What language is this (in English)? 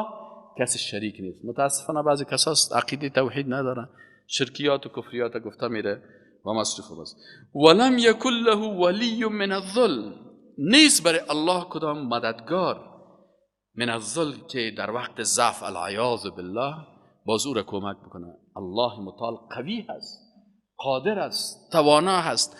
Persian